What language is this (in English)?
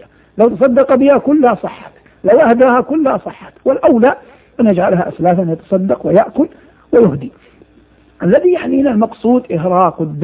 Arabic